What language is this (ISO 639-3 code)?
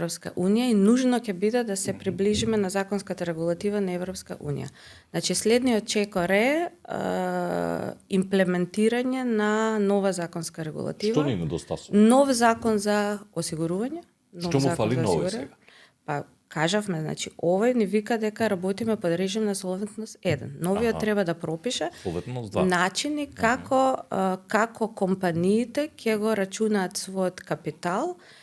mkd